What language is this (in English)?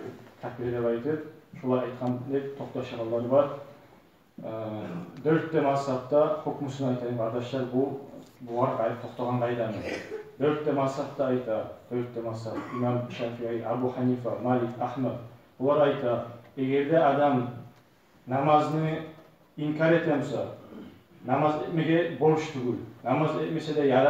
Kumyk